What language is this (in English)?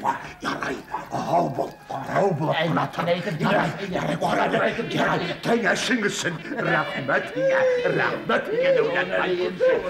Bashkir